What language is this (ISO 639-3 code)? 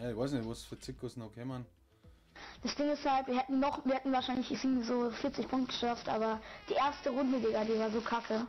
bar